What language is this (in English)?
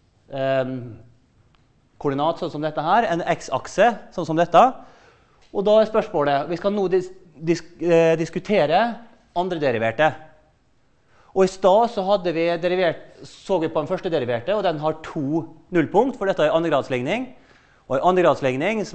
Norwegian